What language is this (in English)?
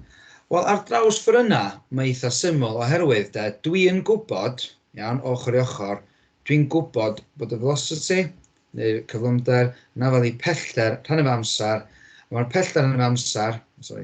Welsh